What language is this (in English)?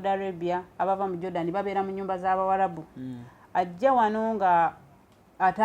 Ganda